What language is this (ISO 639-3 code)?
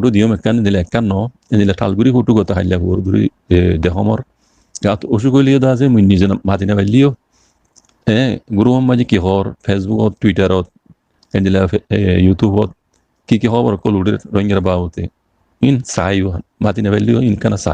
rhg